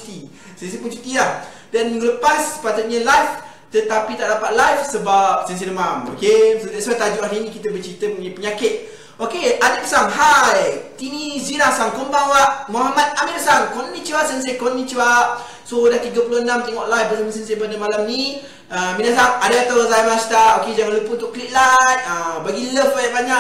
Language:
Malay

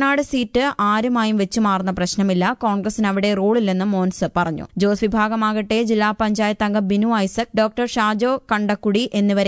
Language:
Malayalam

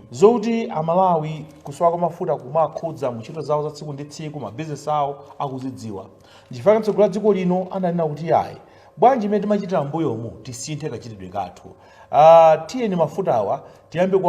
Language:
Nyanja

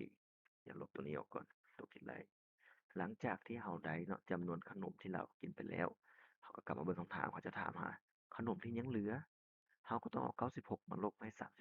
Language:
Lao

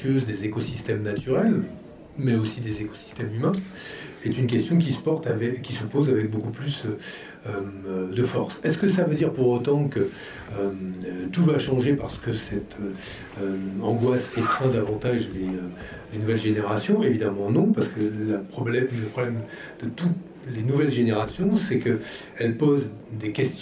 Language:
French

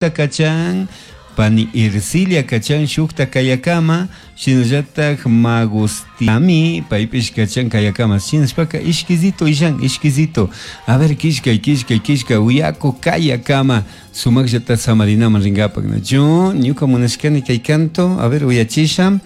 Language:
Chimborazo Highland Quichua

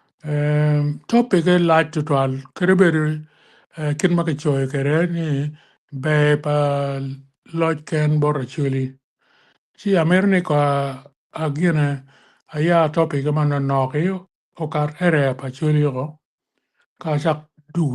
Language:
Acoli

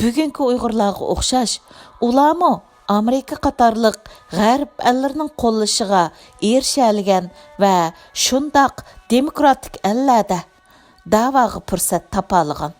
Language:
Uyghur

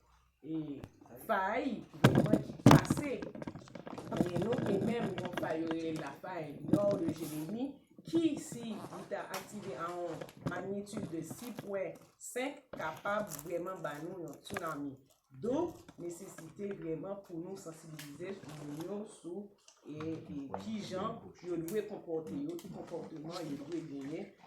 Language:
Haitian Creole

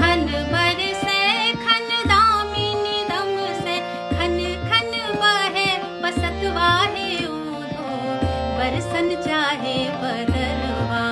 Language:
Maithili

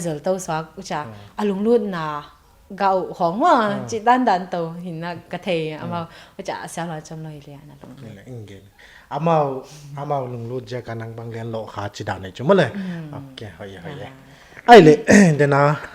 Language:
Paite Chin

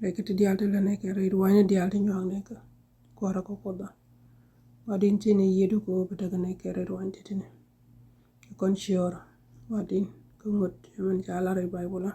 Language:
Nuer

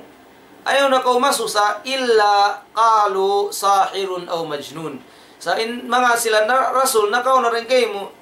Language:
Tausug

